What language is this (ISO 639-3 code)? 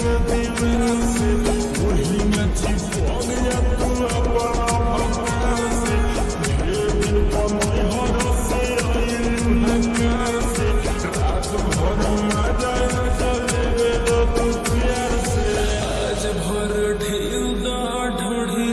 bho